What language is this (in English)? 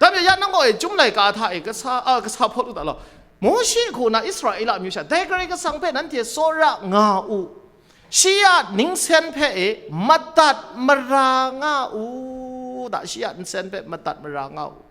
Kachin